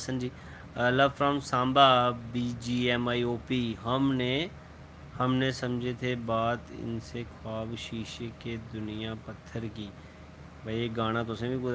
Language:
Dogri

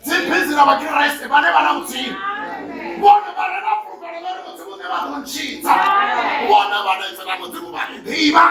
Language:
Venda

